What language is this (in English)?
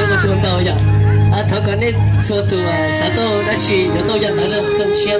Hmong